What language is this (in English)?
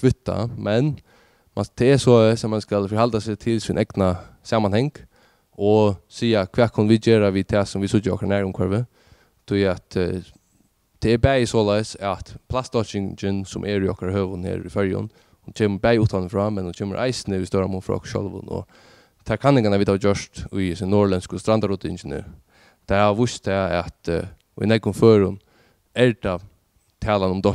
Faroese